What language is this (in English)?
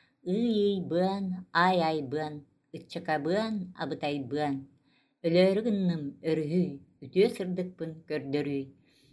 Yakut